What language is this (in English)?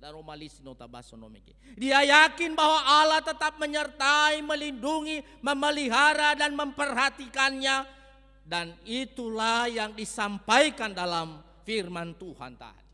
Nias